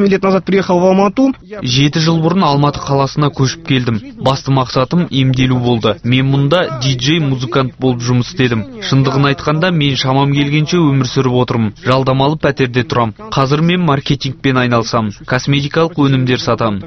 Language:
Kazakh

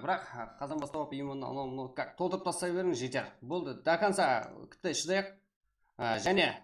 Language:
Kara-Kalpak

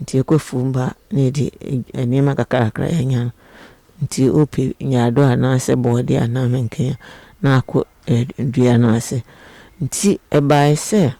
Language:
Akan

